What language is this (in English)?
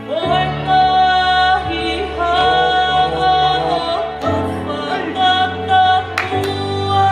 Tongan